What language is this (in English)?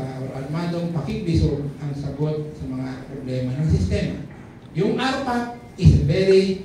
Filipino